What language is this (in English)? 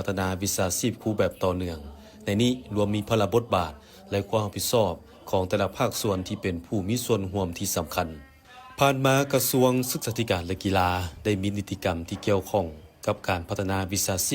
Lao